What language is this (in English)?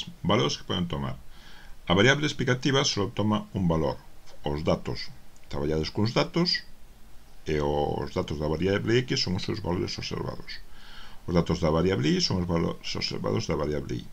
Galician